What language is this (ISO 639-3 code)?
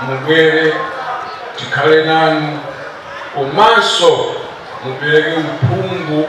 nya